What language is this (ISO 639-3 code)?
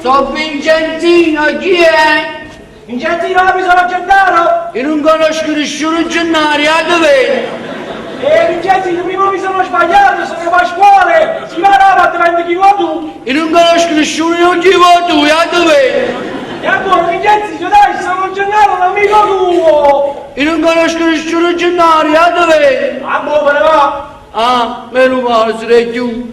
nap